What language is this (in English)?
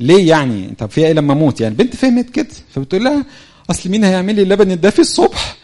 Egyptian Arabic